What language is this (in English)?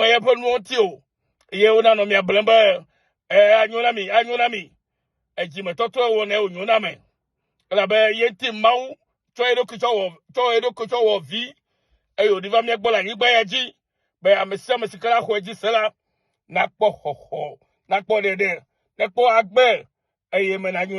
Ewe